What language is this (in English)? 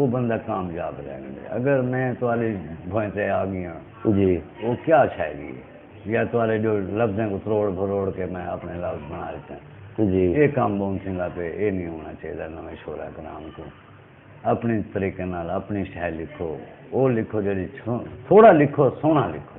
Saraiki